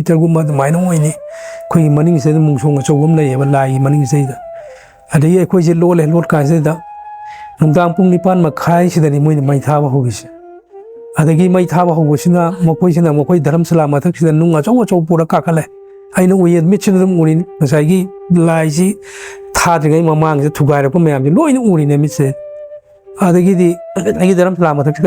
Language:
Manipuri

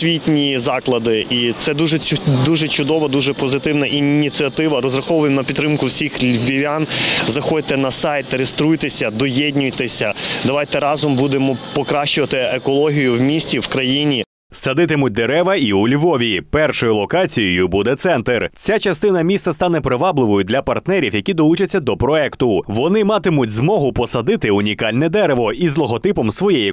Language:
Ukrainian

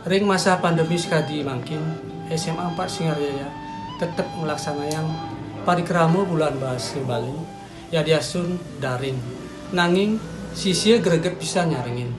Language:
Balinese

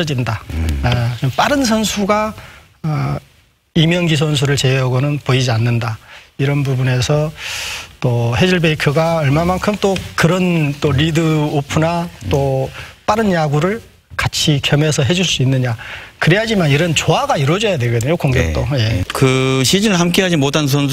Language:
Korean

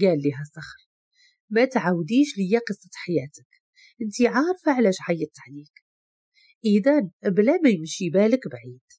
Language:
Moroccan Arabic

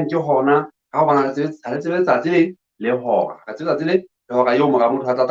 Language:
Southern Sotho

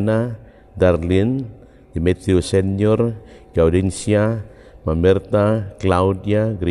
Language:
Cebuano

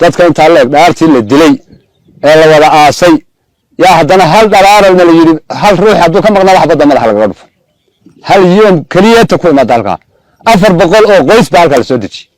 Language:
Somali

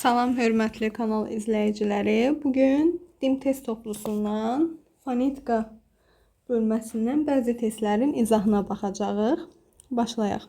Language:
Azerbaijani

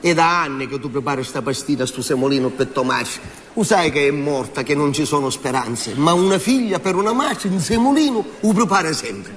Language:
Sicilian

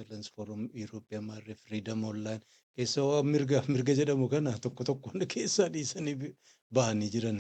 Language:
Oromo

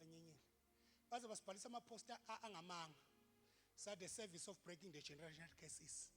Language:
Zulu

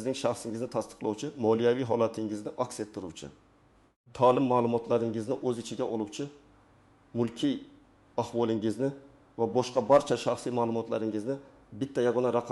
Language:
Uzbek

